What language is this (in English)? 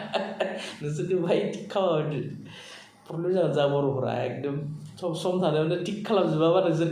Bodo